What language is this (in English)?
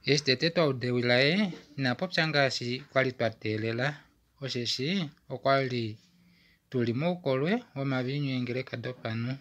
Kuanyama